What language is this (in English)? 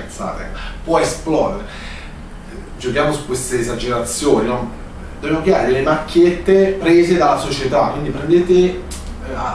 Italian